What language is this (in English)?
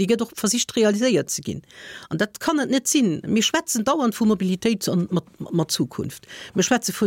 Luxembourgish